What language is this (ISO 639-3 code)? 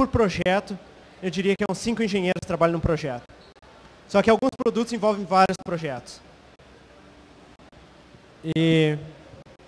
por